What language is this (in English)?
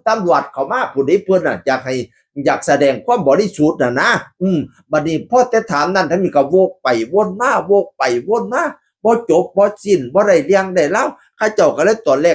Northeastern Thai